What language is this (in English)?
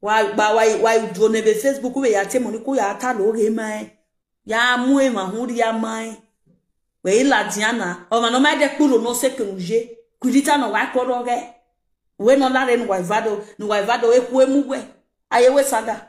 Nigerian Pidgin